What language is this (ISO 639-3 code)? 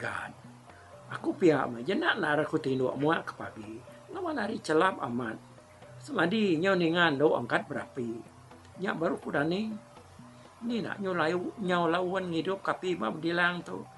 iba